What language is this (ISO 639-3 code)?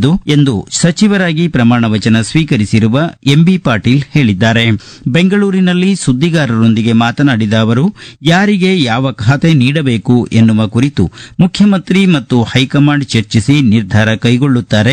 kan